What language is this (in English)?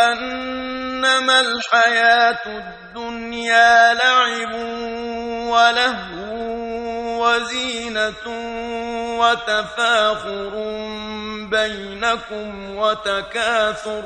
Kurdish